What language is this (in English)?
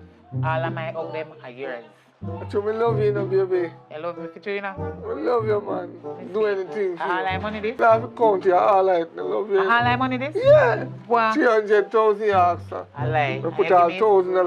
Jamaican Creole English